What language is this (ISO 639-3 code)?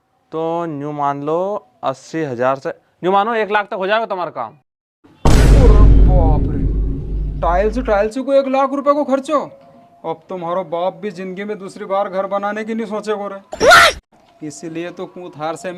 raj